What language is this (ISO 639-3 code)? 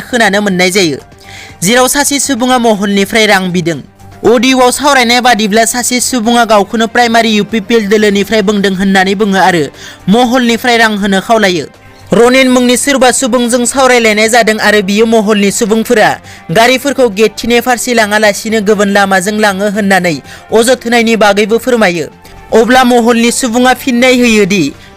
brx